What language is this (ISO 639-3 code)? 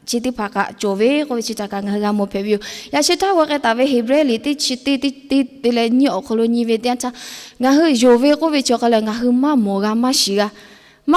lhu